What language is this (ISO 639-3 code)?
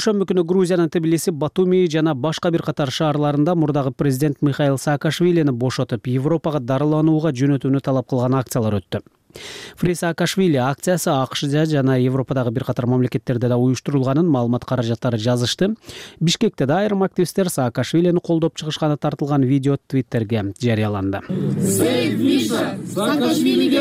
kir